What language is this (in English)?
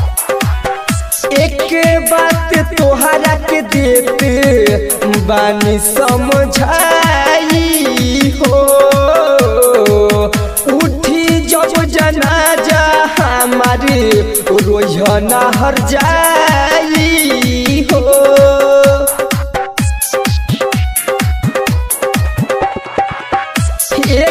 Bhojpuri